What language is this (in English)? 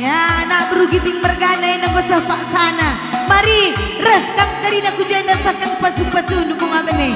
Batak Karo